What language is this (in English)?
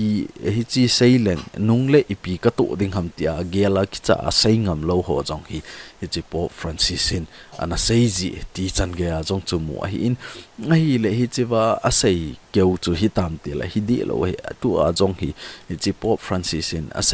Thado Chin